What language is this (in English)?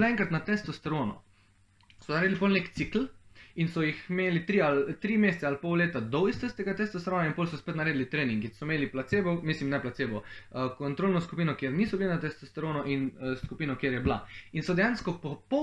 Slovenian